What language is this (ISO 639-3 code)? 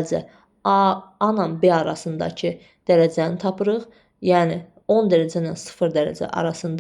aze